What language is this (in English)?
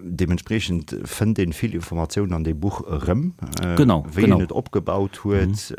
Luxembourgish